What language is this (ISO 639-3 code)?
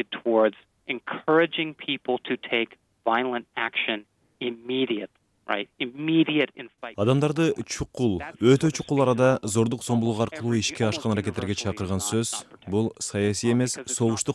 kir